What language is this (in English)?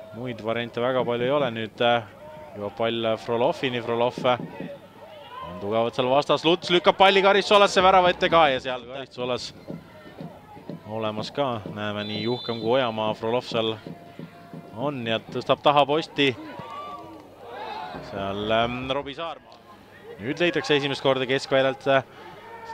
Estonian